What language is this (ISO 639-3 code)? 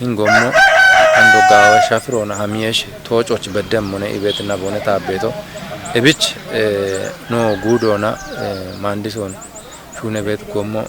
kbr